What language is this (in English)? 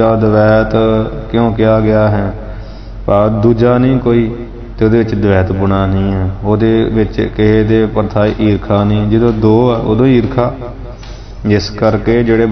Punjabi